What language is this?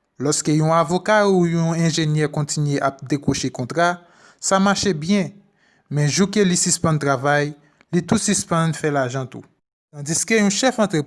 Haitian Creole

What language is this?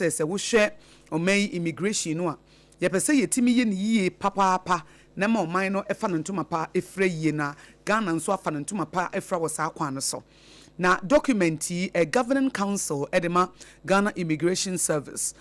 Akan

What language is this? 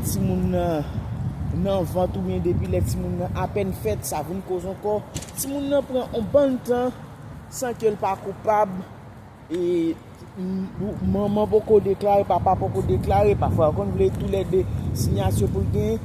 Haitian Creole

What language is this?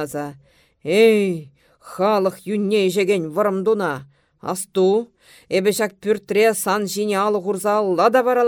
Chuvash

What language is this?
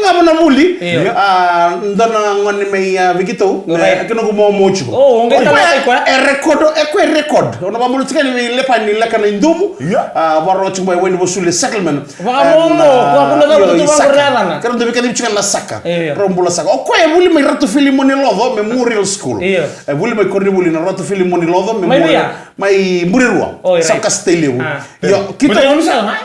Fijian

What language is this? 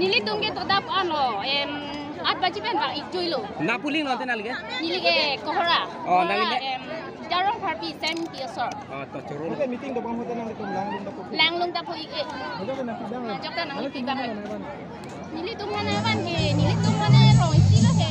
Karbi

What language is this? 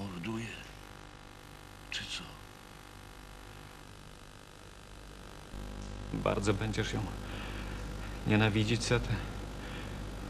Polish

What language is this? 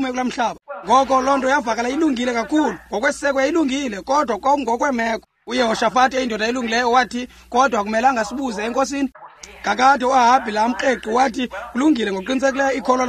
Xhosa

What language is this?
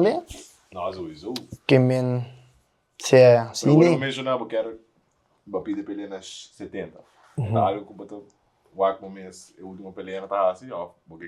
Papiamento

